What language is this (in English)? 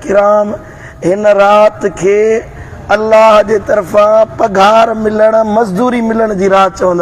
Sindhi